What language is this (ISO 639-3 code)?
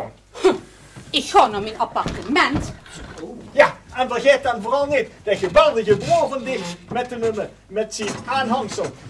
lim